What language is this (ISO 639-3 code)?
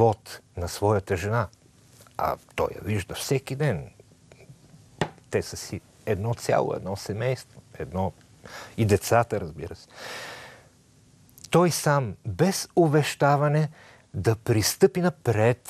bul